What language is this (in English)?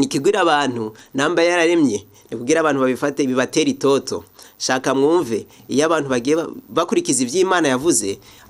Rundi